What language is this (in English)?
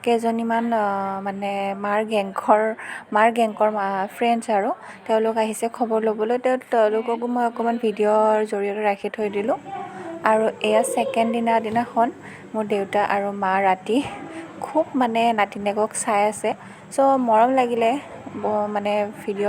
Assamese